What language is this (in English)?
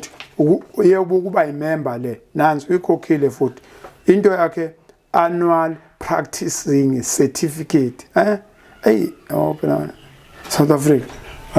Zulu